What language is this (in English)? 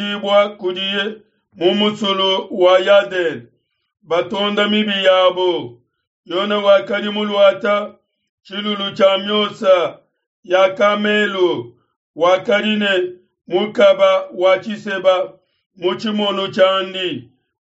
Luba-Lulua